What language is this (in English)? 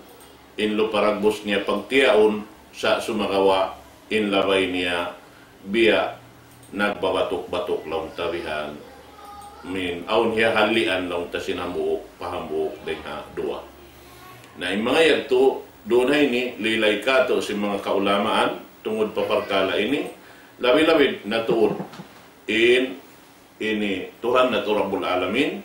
Tausug